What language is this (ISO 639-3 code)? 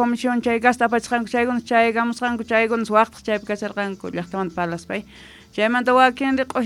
que